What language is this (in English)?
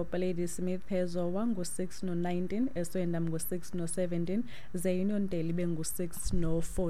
Xhosa